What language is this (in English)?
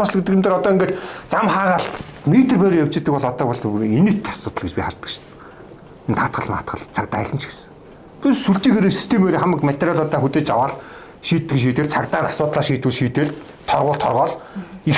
Mongolian